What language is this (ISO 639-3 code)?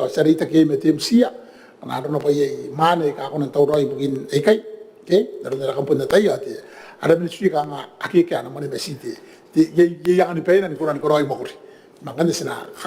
gil